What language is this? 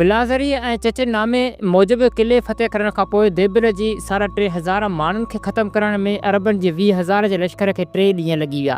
Sindhi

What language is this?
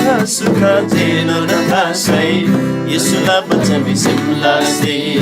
Eastern Tamang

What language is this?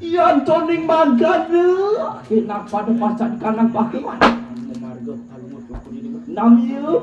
Balinese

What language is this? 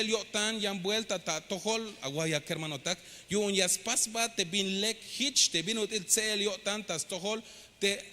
Tzeltal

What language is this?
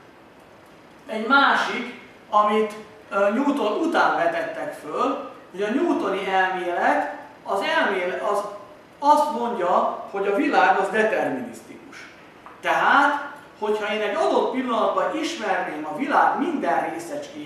Hungarian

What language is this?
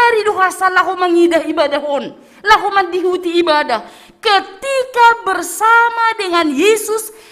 Batak Simalungun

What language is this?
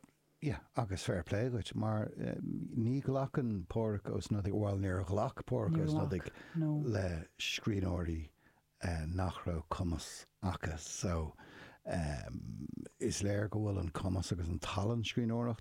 Irish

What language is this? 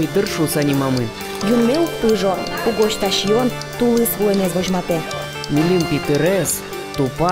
Udmurt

